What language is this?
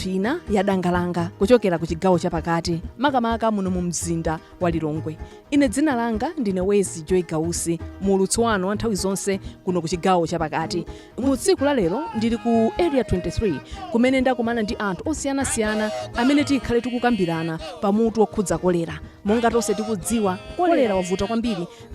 Nyanja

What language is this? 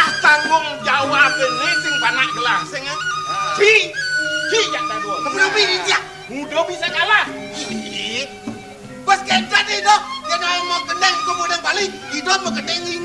Balinese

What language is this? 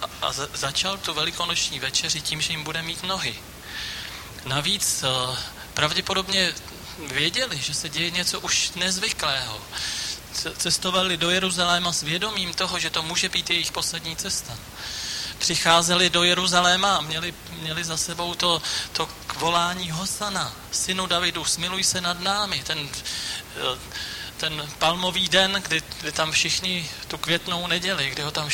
Czech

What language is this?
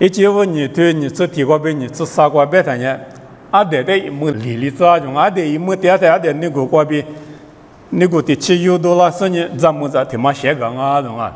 Lisu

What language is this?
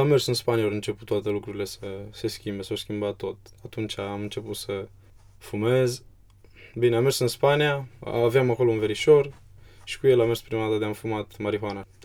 Romanian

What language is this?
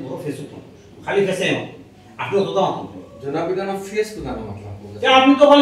Sylheti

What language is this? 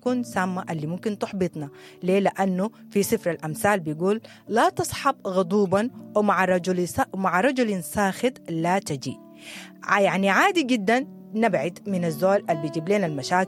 Sudanese Arabic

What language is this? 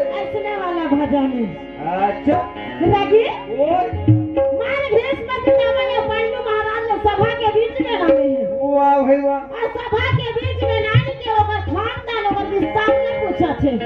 Chhattisgarhi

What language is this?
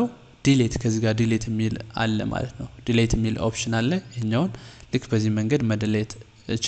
Amharic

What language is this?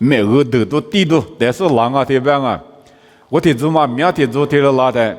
Lisu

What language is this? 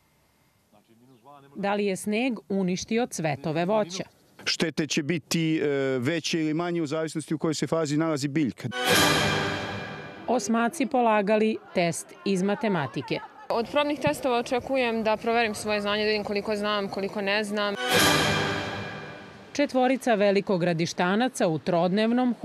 Serbian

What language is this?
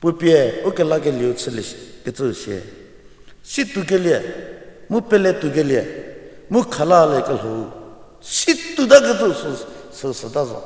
Angami Naga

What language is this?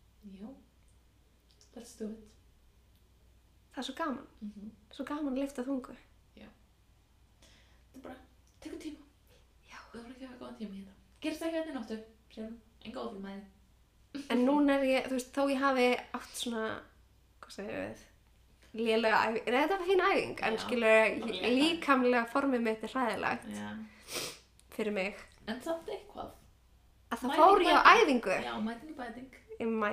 Icelandic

